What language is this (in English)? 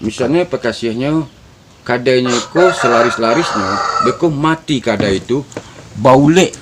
Minangkabau